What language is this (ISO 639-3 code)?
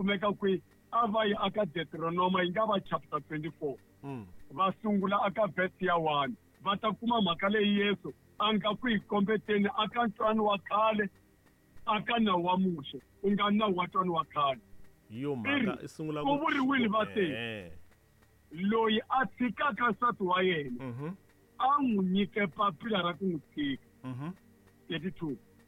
tso